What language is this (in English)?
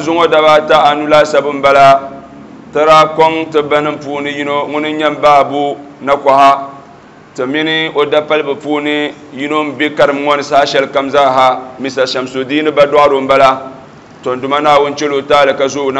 Dagbani